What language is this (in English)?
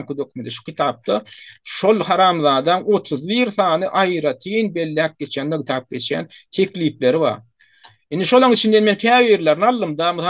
Turkmen